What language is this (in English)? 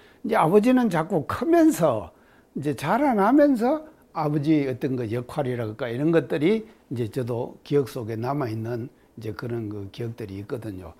Korean